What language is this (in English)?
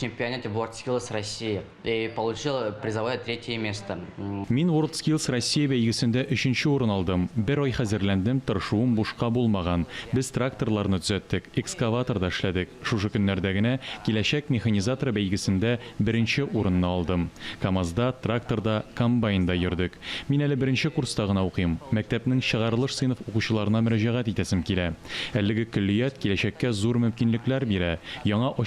Tatar